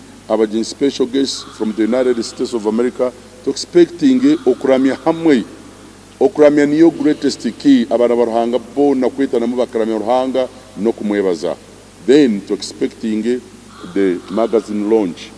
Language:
Nyankole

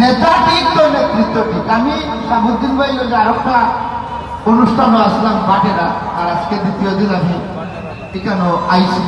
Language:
Sylheti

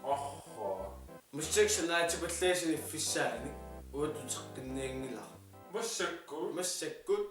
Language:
Kalaallisut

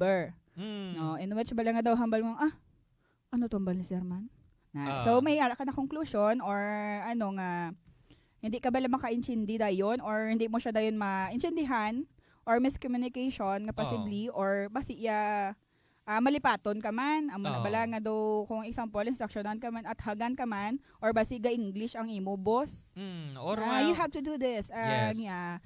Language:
Hiligaynon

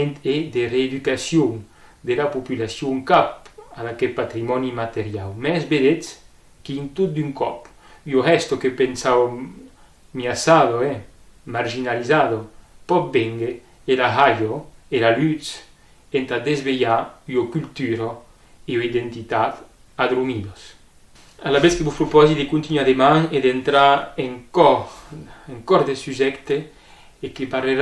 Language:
Occitan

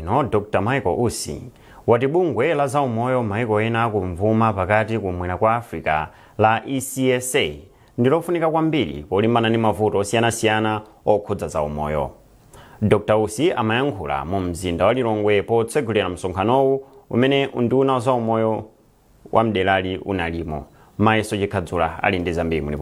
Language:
Nyanja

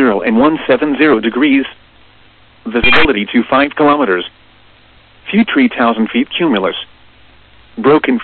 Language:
English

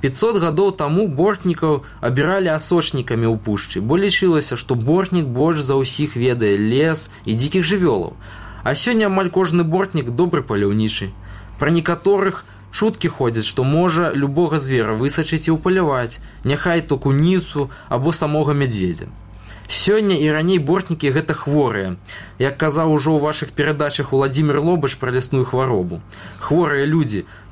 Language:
Belarusian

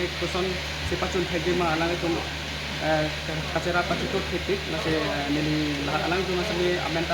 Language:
Karbi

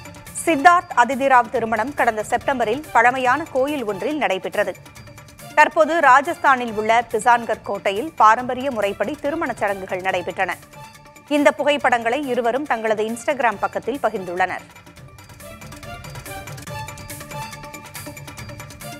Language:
Tamil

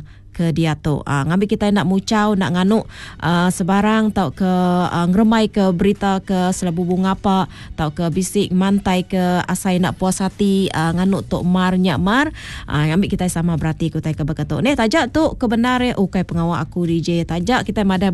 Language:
Iban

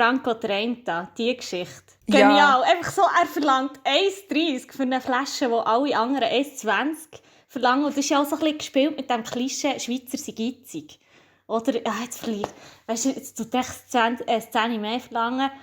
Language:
Swiss German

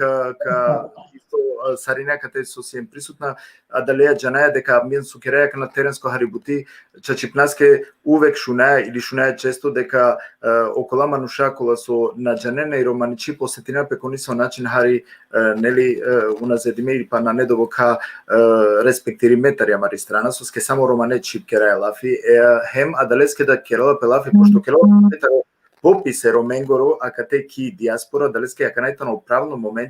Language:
Balkan Romani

